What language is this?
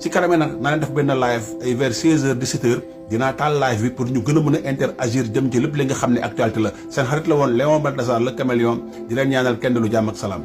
Wolof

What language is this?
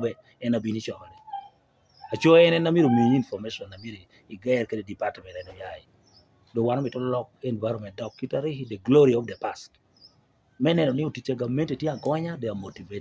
Lango (Uganda)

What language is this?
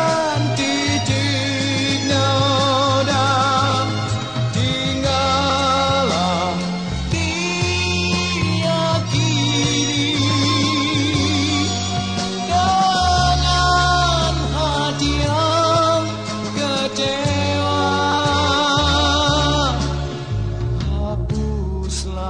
Indonesian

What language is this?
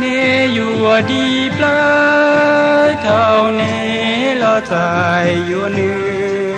Hmong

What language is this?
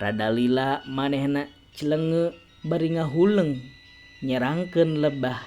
Sundanese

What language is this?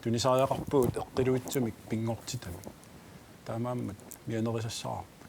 Kalaallisut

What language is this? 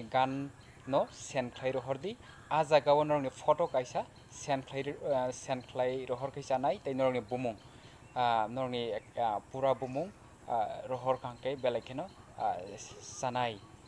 Kok Borok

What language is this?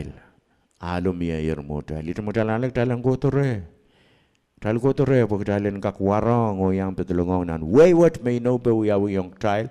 Pohnpeian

